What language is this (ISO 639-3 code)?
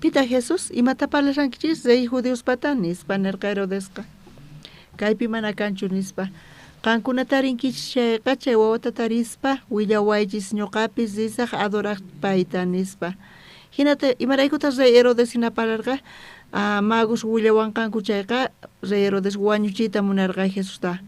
quh